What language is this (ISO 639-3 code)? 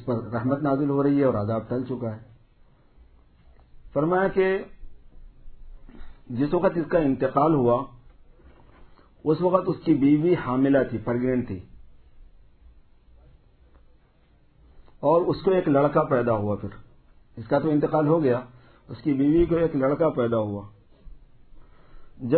urd